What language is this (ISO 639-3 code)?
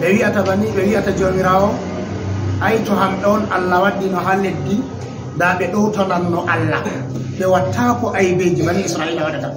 ful